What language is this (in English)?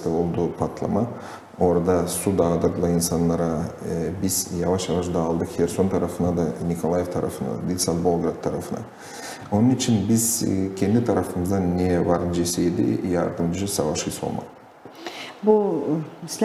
Gagauz